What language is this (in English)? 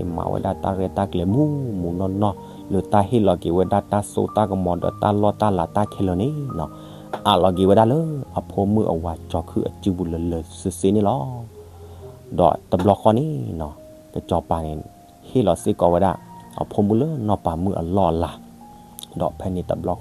S'gaw Karen